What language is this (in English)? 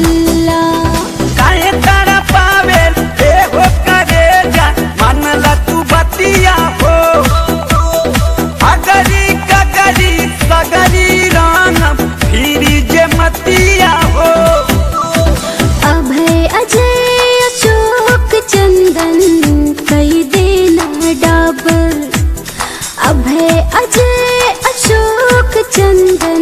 Bhojpuri